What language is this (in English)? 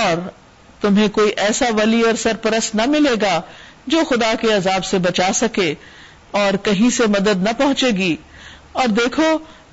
Urdu